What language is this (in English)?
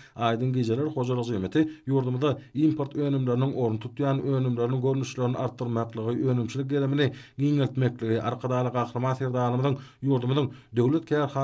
Turkmen